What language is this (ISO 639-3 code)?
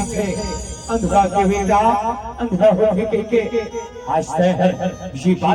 hne